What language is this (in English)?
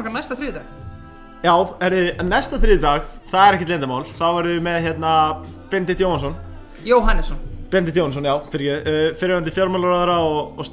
Icelandic